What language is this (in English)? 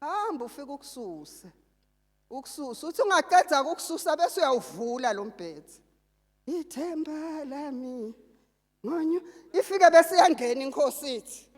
Zulu